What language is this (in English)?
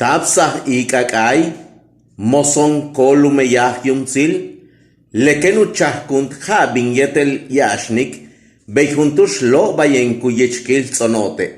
Yucateco